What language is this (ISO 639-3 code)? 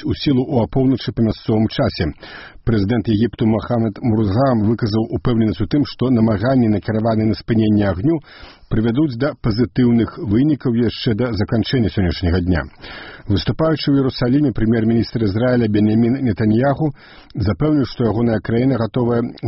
bel